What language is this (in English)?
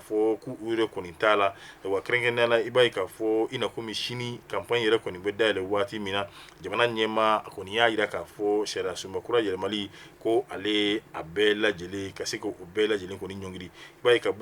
Bambara